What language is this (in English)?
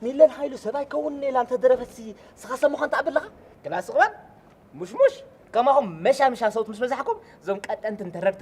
Tigrinya